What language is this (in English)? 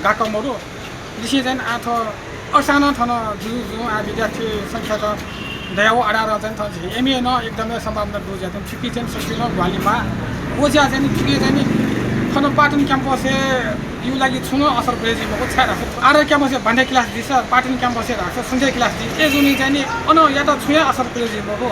Newari